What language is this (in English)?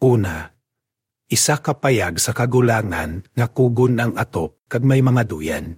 Hiligaynon